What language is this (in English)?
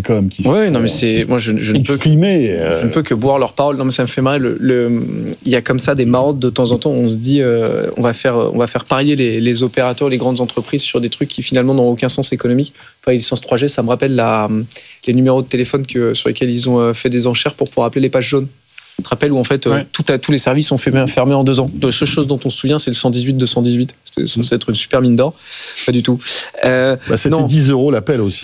French